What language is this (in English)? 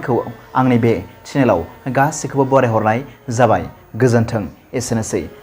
Bodo